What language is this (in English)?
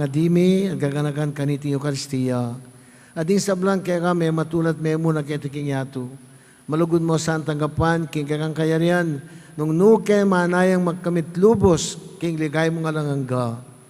Pampanga